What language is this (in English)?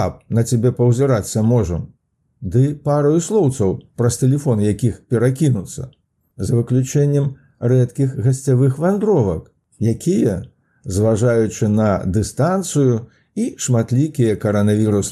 Belarusian